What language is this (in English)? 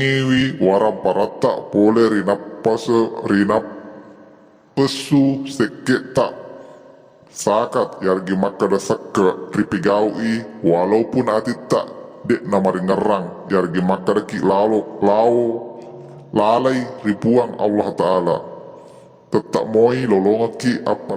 Buginese